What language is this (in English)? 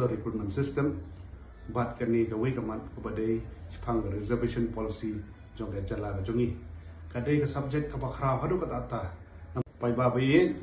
Khasi